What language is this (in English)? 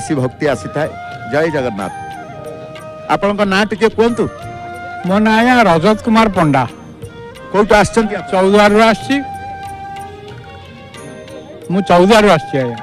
Odia